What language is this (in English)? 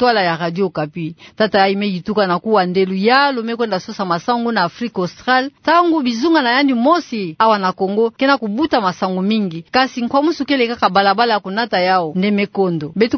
Kituba (Democratic Republic of Congo)